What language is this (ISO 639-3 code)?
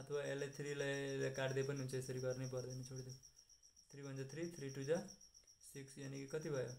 nep